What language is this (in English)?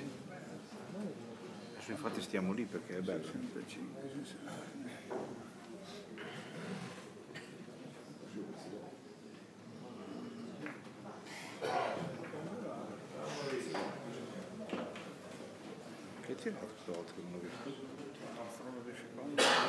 Italian